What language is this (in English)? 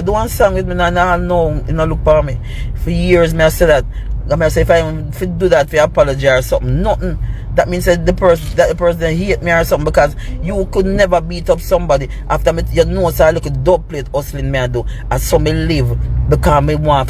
Jamaican Creole English